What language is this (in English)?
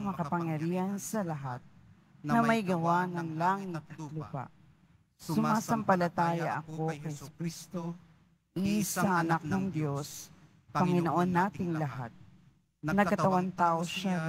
Filipino